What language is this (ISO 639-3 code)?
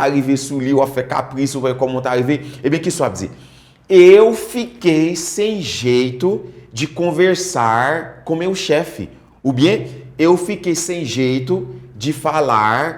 hat